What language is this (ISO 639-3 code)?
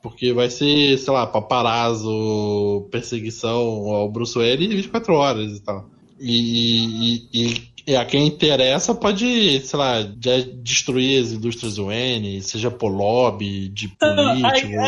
por